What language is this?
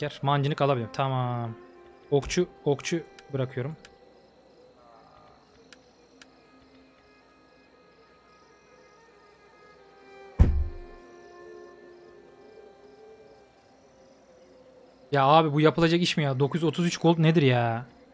Turkish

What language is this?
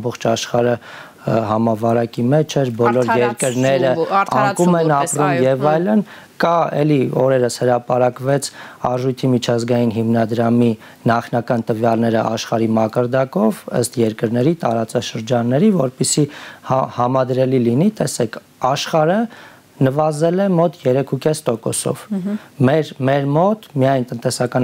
Armenian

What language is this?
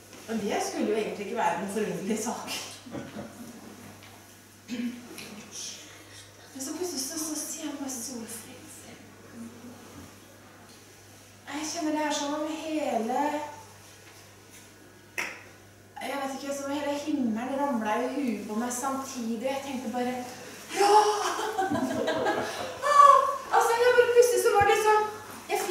Norwegian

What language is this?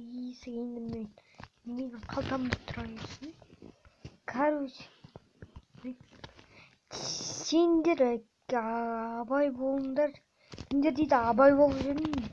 Kazakh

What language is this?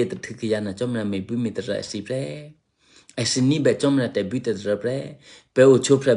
Eastern Kayah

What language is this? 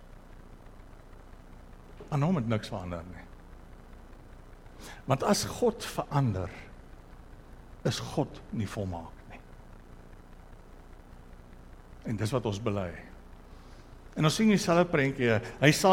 Afrikaans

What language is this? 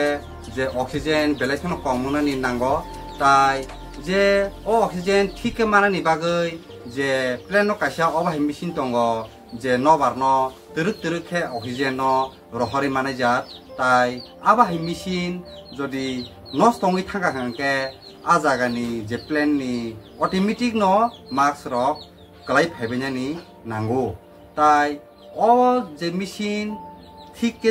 Kok Borok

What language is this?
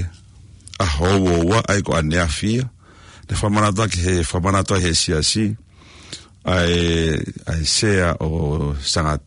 Tongan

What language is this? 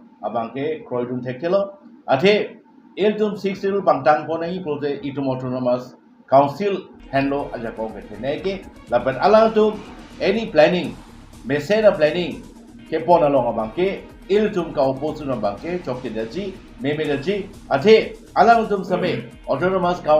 Karbi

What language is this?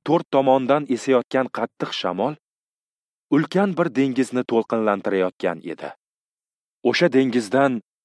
Uzbek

